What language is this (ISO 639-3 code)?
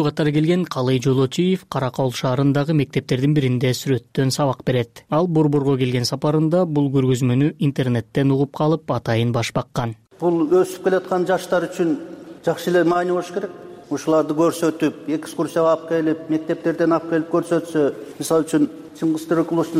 kir